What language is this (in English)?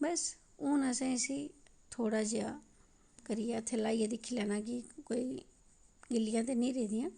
Dogri